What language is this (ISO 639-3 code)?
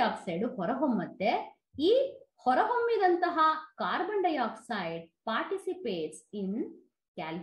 kan